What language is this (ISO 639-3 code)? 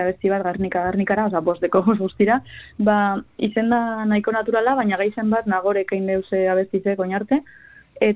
eus